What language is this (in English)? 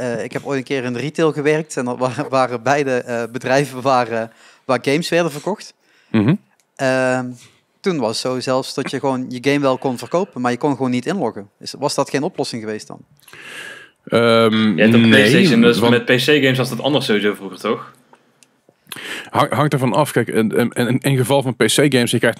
Dutch